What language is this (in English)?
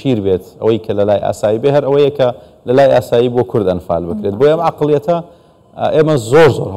Central Kurdish